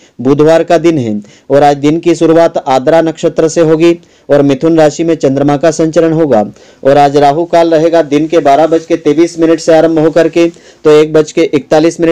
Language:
Hindi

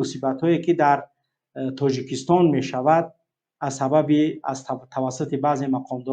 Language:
Tajik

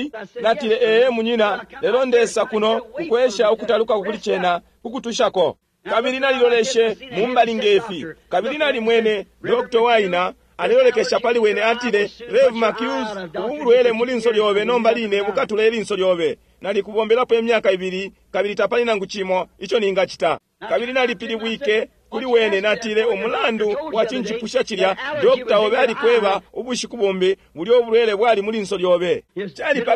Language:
Bemba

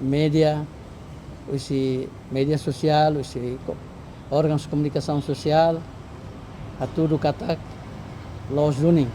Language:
Tetum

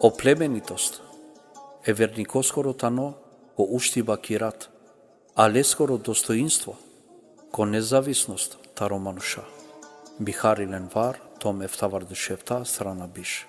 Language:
Balkan Romani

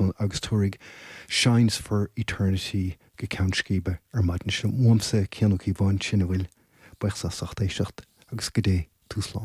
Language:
Irish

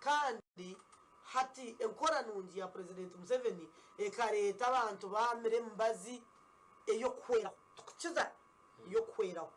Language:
Nyankole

